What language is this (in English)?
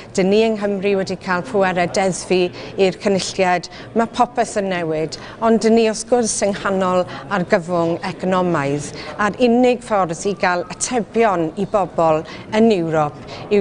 Welsh